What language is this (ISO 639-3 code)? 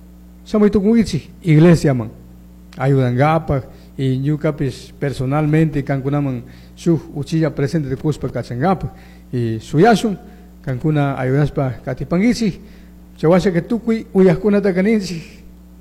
qug